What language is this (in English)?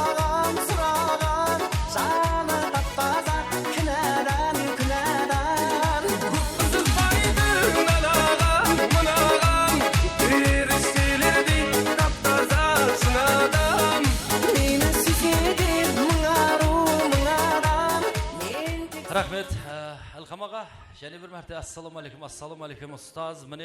Kara-Kalpak